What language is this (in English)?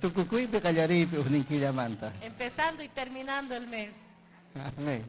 Ayacucho Quechua